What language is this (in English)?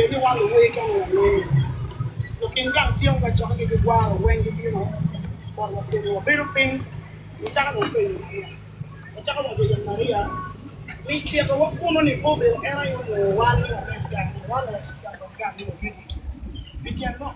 Acoli